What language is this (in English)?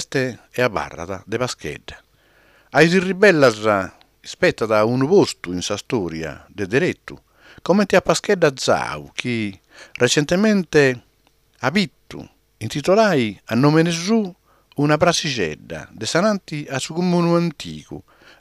Sardinian